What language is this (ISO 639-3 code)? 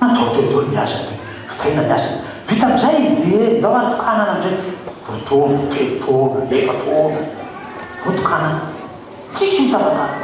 mlg